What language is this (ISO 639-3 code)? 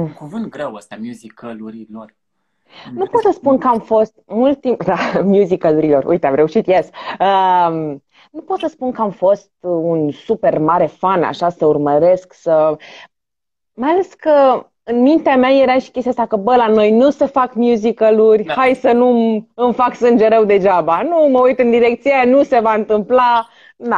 ron